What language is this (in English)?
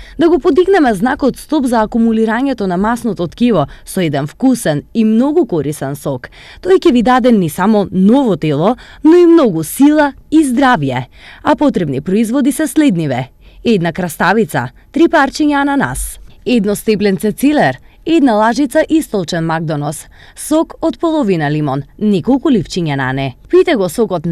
Macedonian